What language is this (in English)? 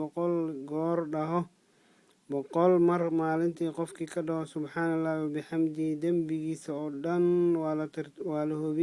Somali